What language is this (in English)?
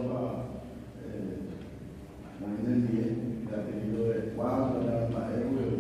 Guarani